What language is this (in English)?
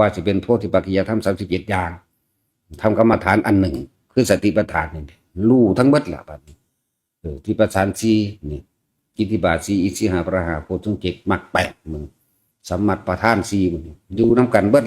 Northeastern Thai